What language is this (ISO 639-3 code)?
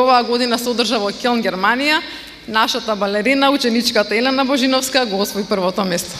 mkd